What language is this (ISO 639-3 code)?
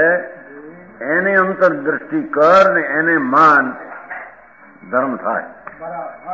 guj